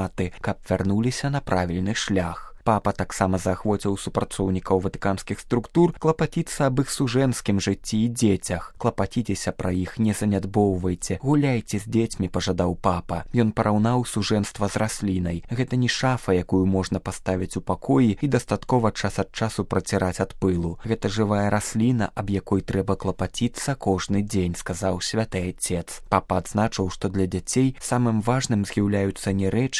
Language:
Belarusian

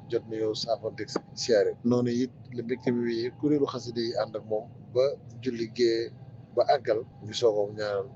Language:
Wolof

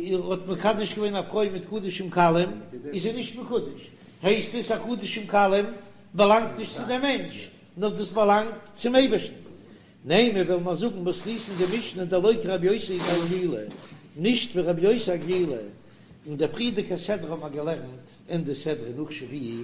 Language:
Yiddish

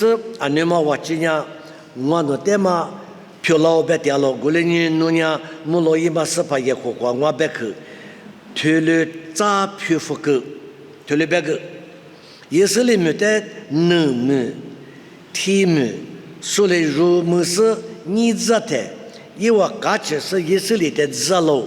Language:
Lisu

